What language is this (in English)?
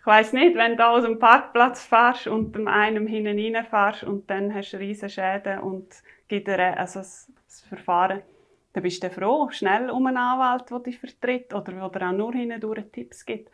Romansh